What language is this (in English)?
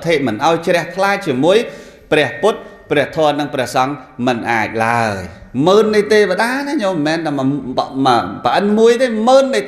Khmer